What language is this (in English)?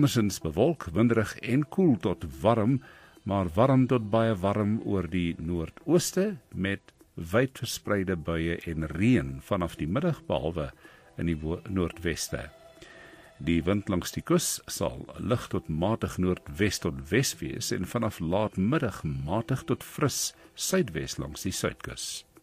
Afrikaans